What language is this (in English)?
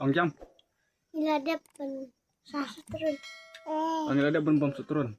Khasi